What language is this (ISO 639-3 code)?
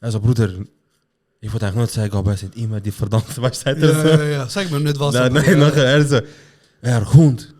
gsw